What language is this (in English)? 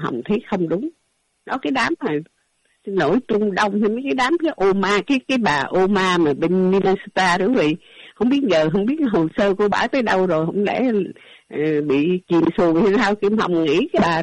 Vietnamese